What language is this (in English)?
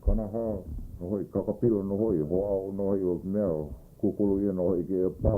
Hawaiian